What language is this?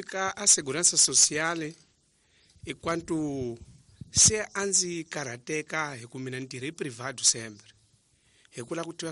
Tsonga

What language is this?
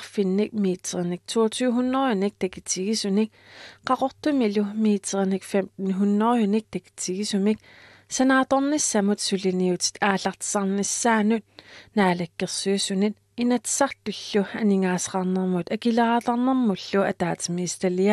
Kalaallisut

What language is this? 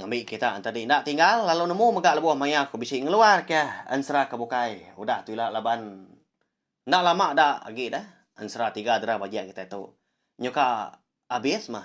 Iban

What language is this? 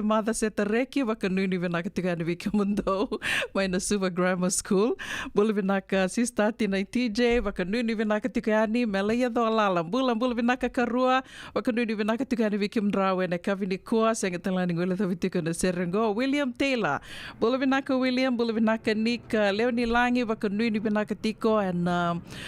Fijian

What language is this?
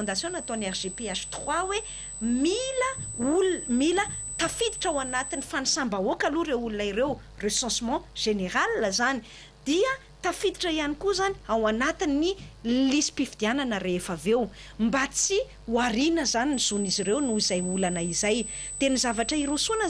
Malagasy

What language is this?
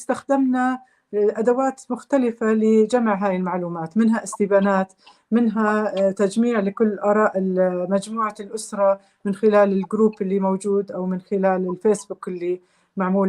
North Levantine Arabic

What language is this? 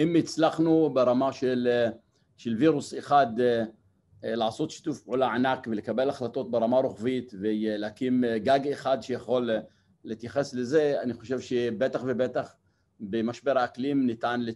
Hebrew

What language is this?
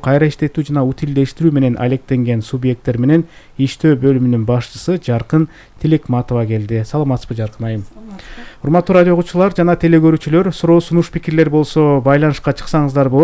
Kyrgyz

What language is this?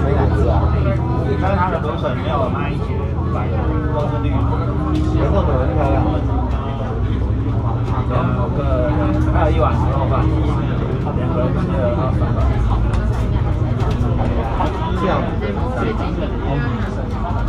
Chinese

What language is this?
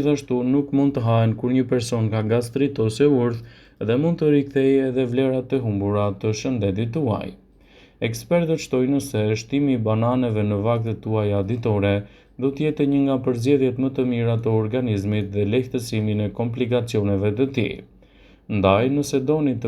Albanian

